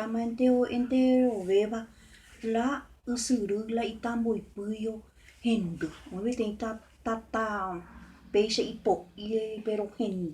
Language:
Guarani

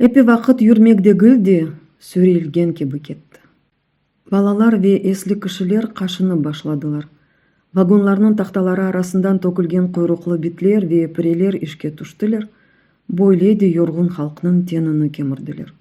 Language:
Crimean Tatar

